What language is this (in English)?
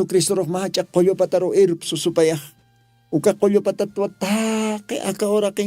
Aymara